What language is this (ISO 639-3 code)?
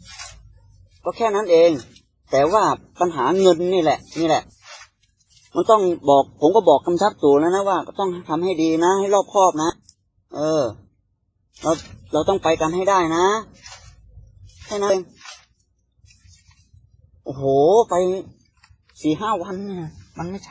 tha